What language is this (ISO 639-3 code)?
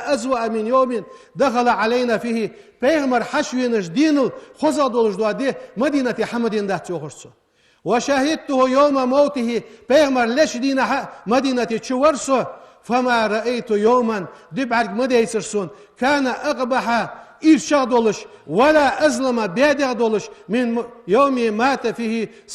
inh